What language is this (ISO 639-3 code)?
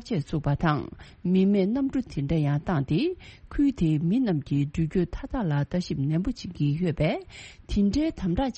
bod